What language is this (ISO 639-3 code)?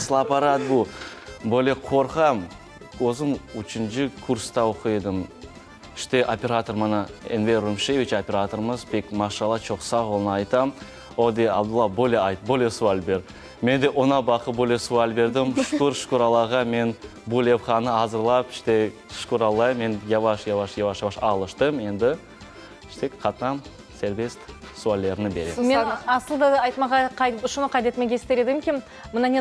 crh